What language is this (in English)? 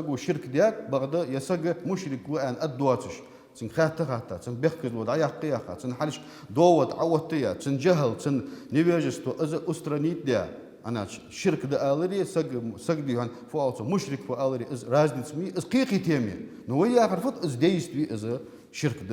Ingush